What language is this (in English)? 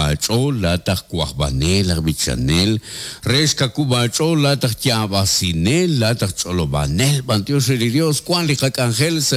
Kekchí